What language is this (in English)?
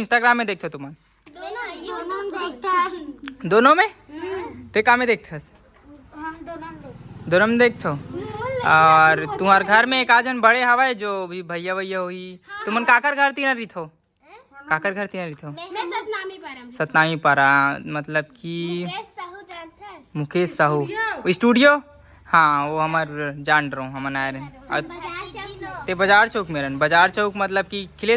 Chhattisgarhi